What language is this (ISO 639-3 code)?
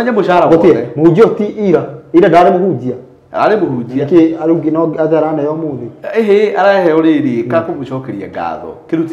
kik